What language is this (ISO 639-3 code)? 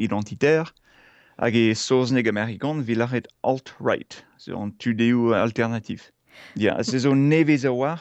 bre